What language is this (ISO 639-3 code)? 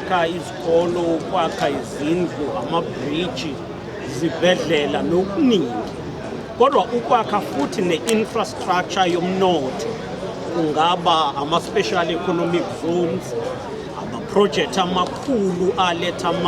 zul